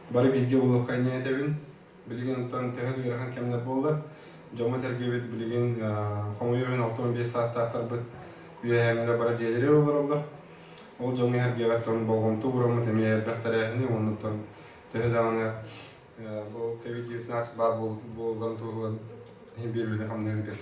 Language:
Yakut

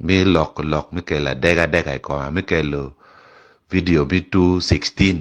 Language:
Acoli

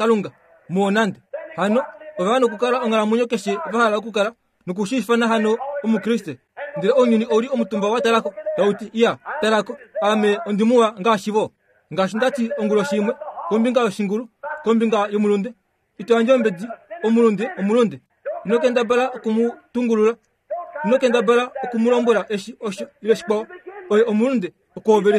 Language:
Kuanyama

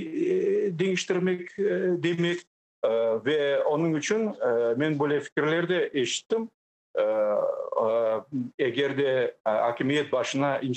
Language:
Crimean Tatar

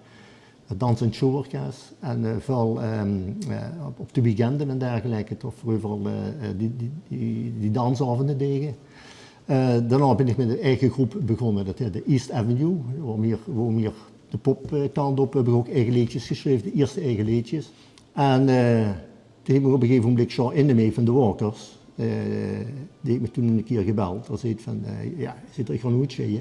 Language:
Limburgish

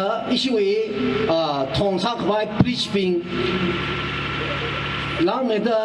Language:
Tangkhul Naga (India)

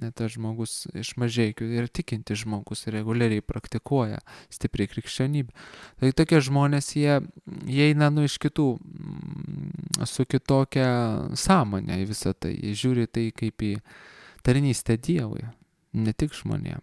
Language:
Lithuanian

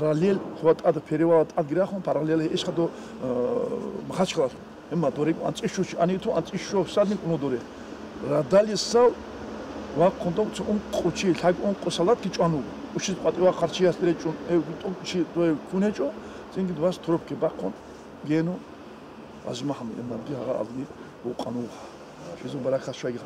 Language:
Avaric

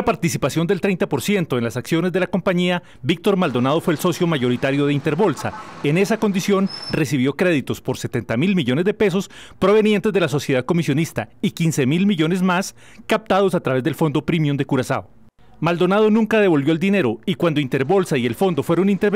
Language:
Spanish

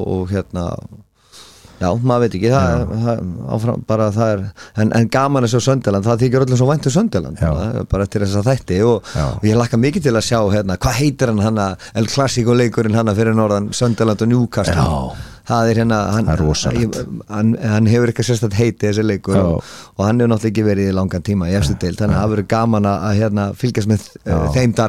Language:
Icelandic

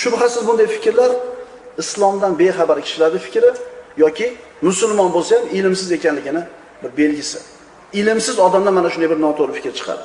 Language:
Uzbek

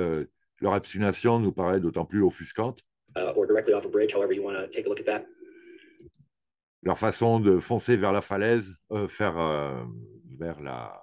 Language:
French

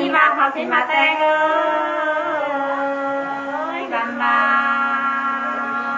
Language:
Nung (Viet Nam)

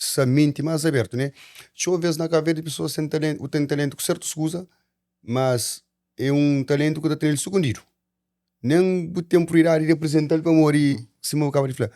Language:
Kabuverdianu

